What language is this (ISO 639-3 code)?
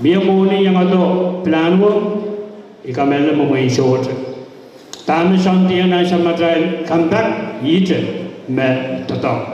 pon